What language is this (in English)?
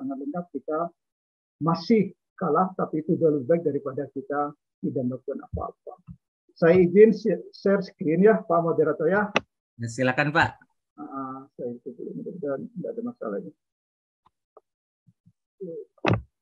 Indonesian